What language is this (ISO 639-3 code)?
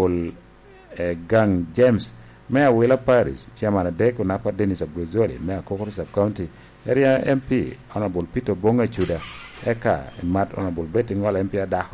laj